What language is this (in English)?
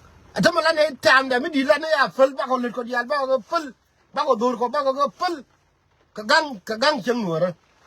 Nuer